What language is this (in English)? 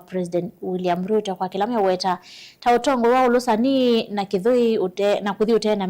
Kamba